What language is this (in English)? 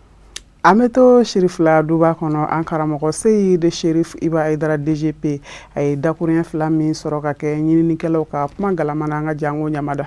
Bambara